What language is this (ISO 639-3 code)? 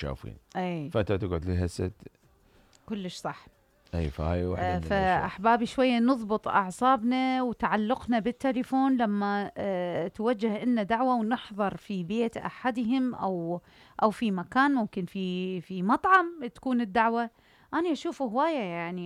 acm